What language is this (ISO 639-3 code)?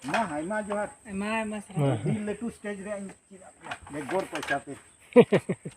sat